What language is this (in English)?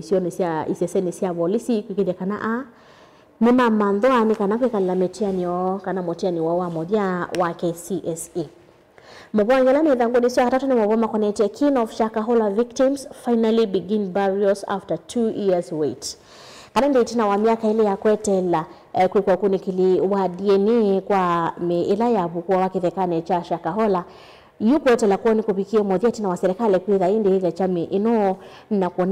Kamba